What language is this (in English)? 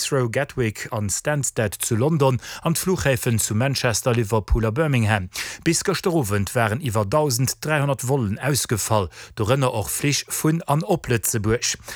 Luxembourgish